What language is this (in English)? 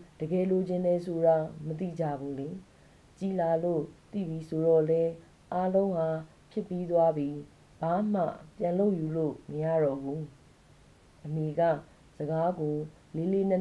Burmese